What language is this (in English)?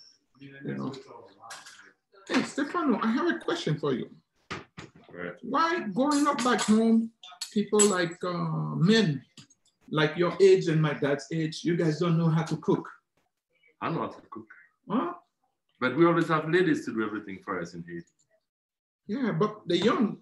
English